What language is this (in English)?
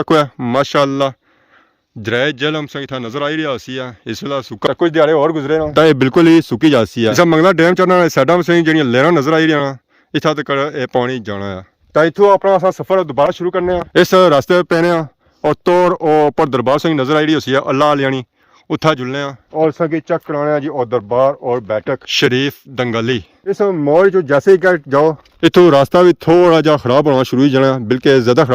Pahari-Potwari